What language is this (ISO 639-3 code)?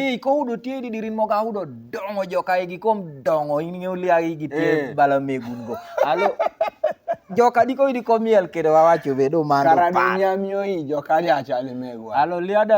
kdi